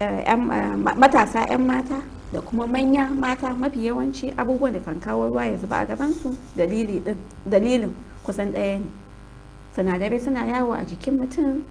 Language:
Hausa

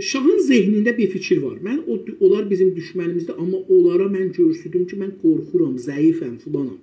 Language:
South Azerbaijani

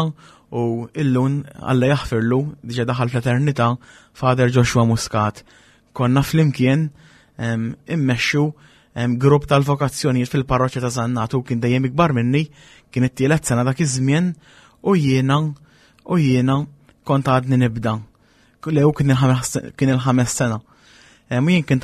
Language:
Maltese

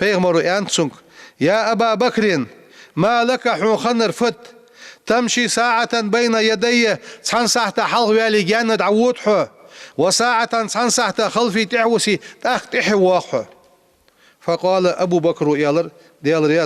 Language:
Ingush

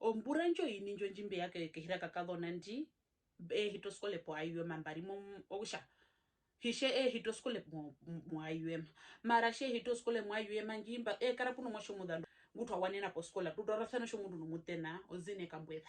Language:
Herero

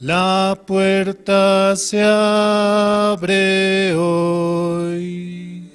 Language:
Aymara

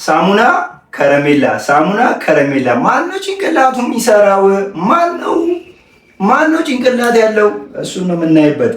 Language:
Amharic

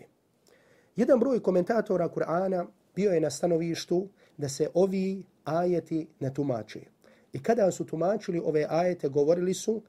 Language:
Bosnian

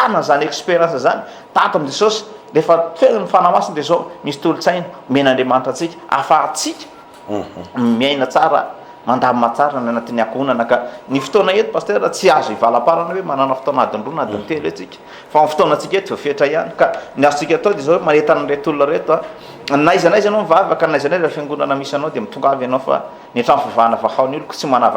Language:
Malagasy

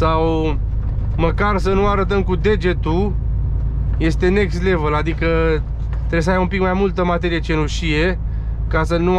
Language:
Romanian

